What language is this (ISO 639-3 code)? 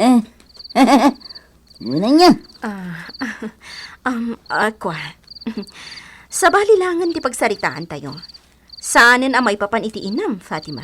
ilo